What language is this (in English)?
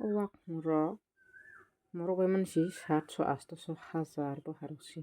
Kok Borok